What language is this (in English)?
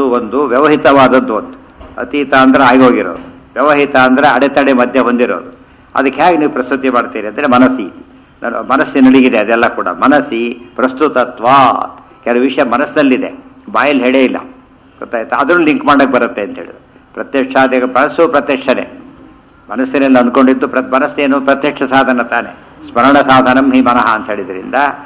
Kannada